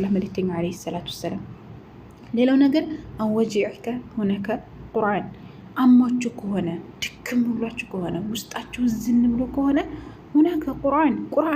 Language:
Amharic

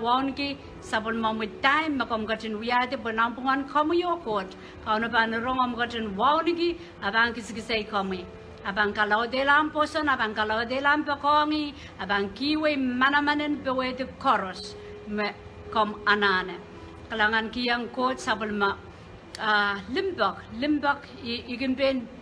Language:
Pohnpeian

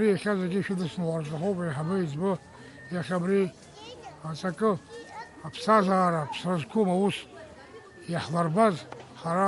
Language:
Abkhazian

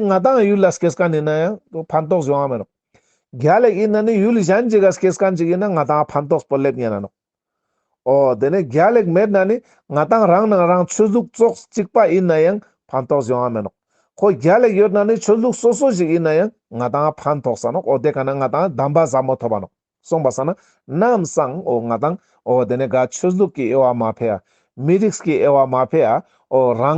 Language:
Ladakhi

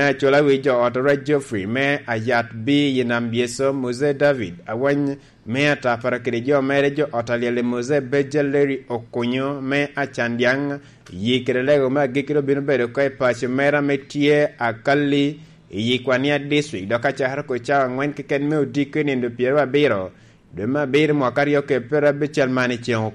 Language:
Lango (Uganda)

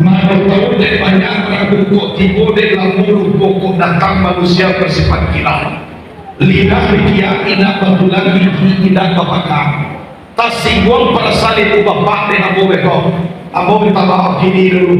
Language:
Minangkabau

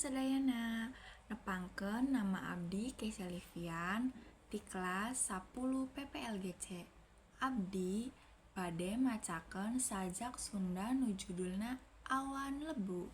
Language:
Sundanese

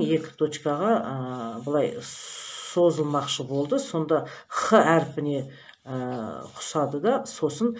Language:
Kazakh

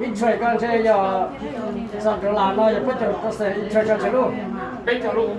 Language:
Hmong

